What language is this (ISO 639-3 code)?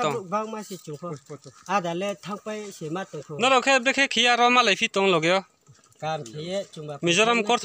ria